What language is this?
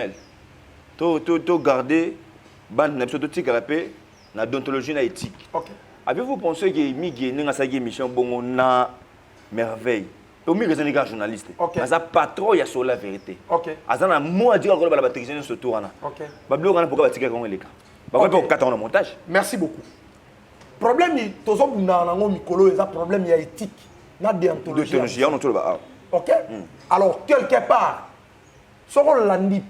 Lingala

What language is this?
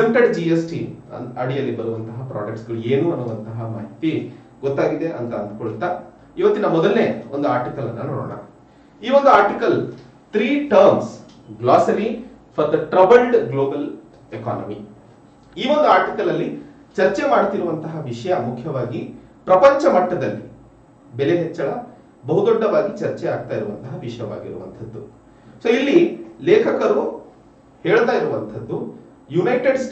Kannada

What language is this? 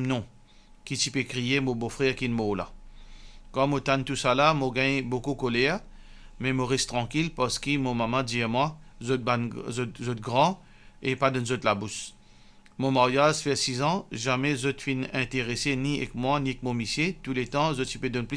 Morisyen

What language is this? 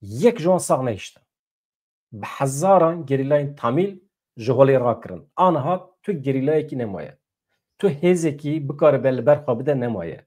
Kurdish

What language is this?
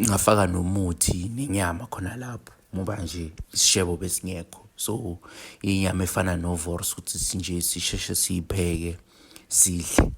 Zulu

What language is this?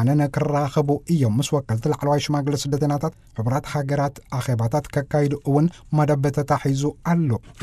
Tigrinya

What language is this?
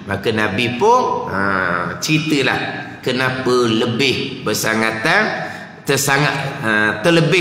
Malay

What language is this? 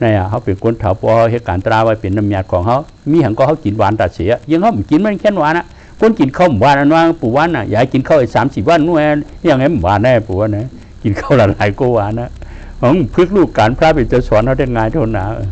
Shan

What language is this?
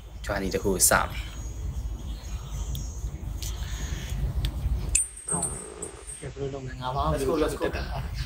Burmese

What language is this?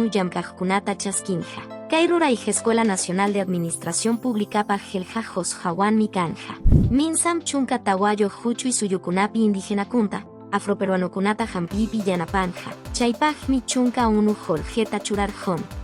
Quechua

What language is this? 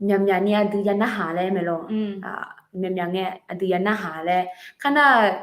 Akha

